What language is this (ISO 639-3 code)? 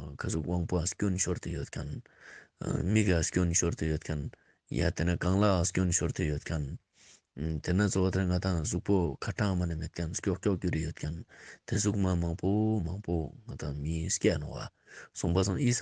lbj